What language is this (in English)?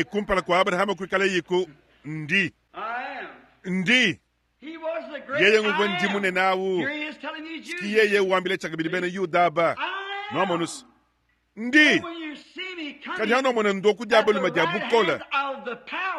Luba-Lulua